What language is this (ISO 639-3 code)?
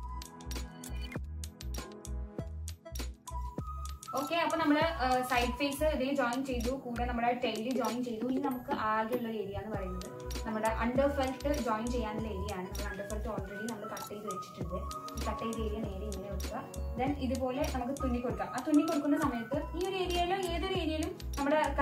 mal